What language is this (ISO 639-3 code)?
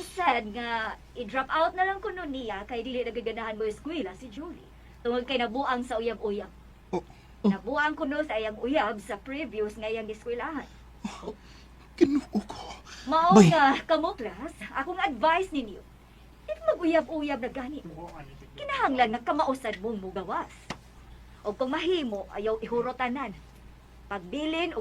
ceb